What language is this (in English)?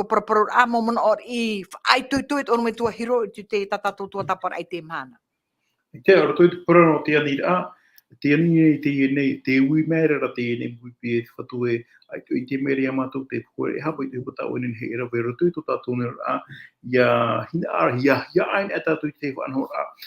Tahitian